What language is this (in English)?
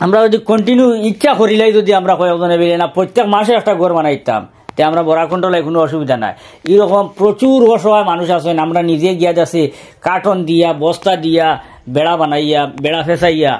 Sylheti